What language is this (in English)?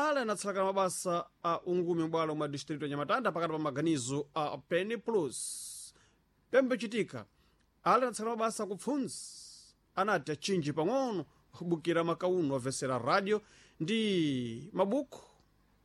Sena